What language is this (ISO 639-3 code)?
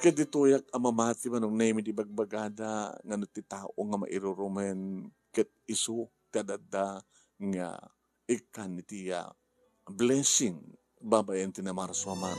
ilo